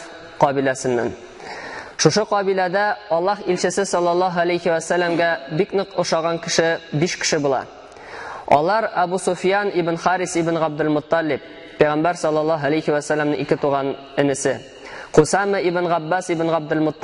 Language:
Tatar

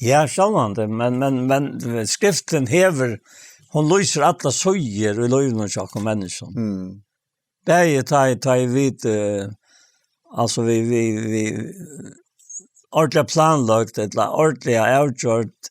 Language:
Faroese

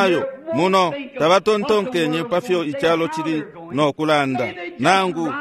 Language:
Bemba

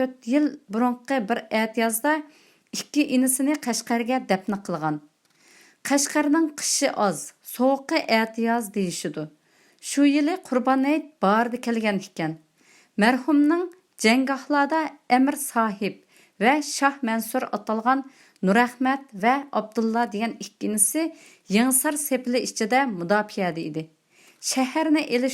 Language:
Uyghur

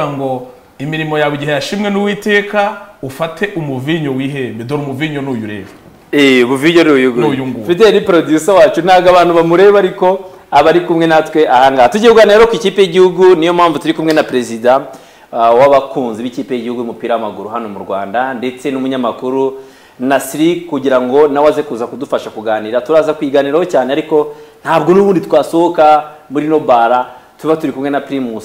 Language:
Kinyarwanda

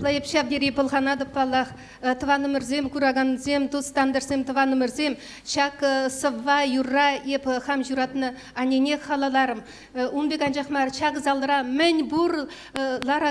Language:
Chuvash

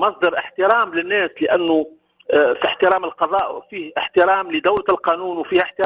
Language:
Tunisian Arabic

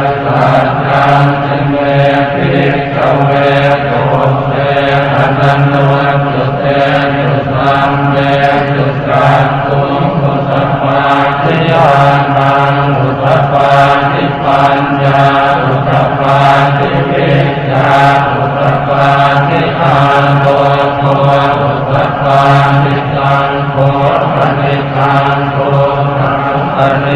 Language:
Pali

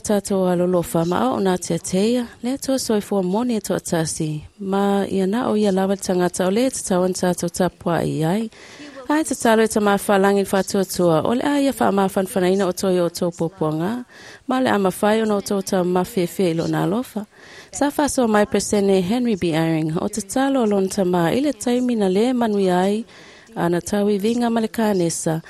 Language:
Samoan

